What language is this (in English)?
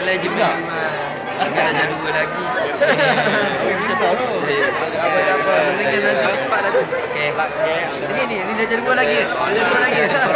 Malay